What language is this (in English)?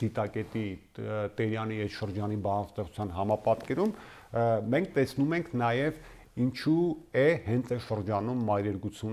Armenian